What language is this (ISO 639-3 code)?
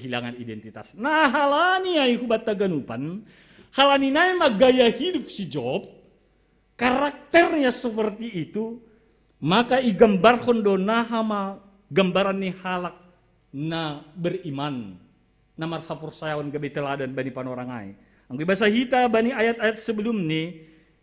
bts